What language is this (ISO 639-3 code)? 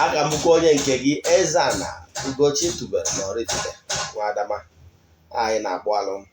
ibo